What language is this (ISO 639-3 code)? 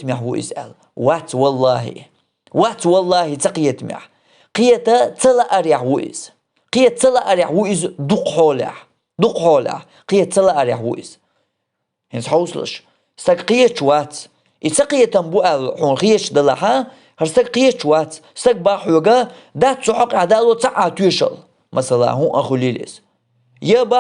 che